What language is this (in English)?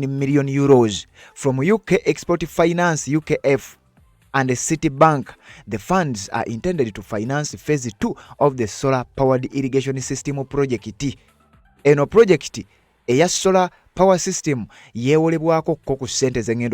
Ganda